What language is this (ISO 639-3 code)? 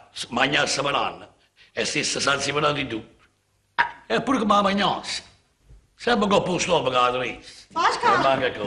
nap